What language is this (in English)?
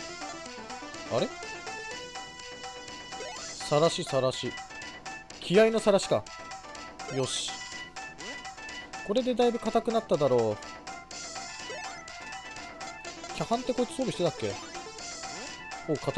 Japanese